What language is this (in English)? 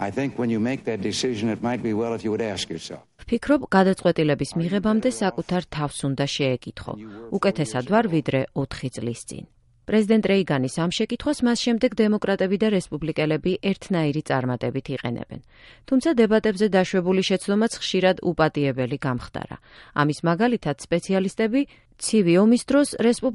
Georgian